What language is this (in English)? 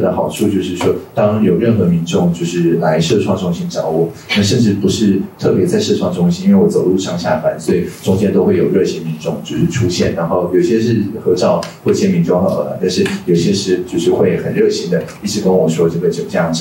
Chinese